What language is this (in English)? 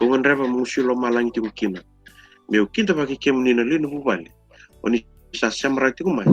Fijian